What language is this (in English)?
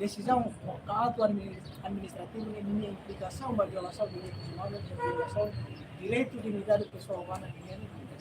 Tetum